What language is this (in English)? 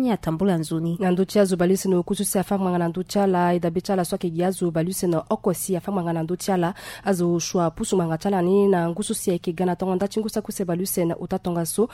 Sango